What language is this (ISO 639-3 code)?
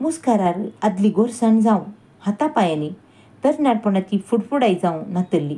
kok